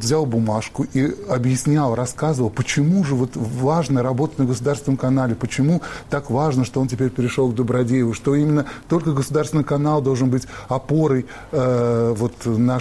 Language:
Russian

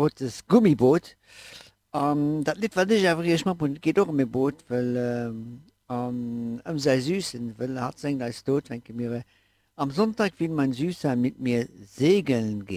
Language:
Luxembourgish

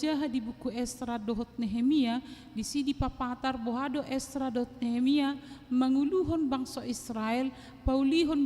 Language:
Batak Toba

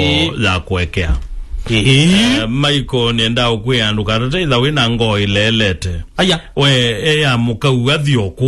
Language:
Kamba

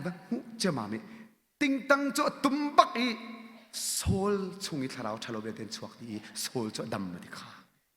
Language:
Hakha Chin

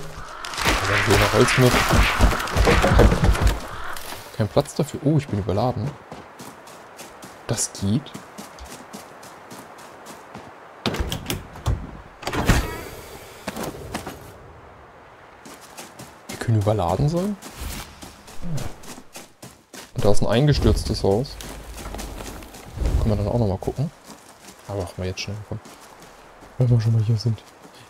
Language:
German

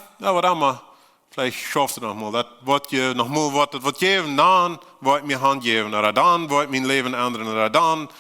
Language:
Plautdietsch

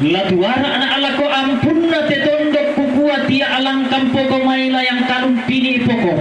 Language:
Toraja-Sa'dan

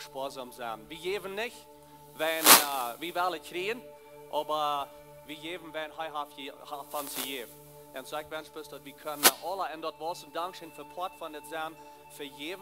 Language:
Plautdietsch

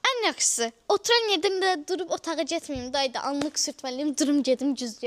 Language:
Azerbaijani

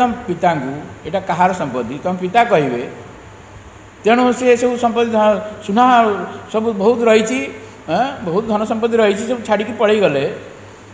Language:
Odia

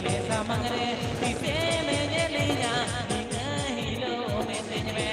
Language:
Santali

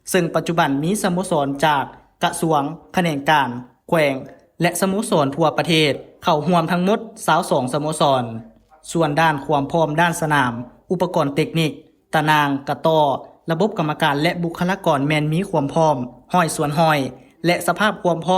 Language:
Lao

